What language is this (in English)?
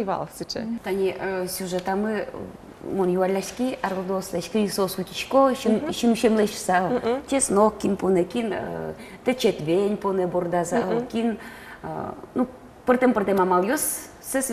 Udmurt